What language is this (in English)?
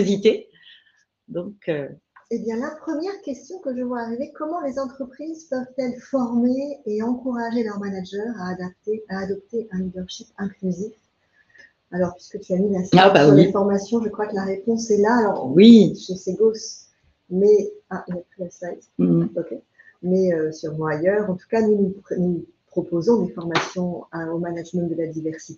French